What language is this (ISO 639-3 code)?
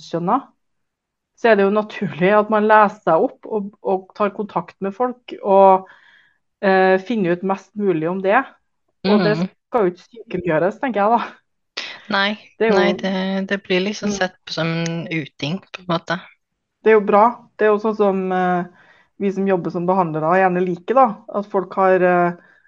nor